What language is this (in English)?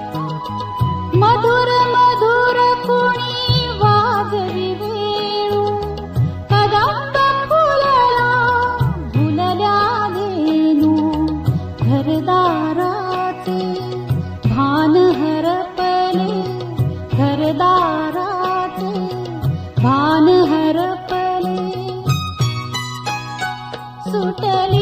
Marathi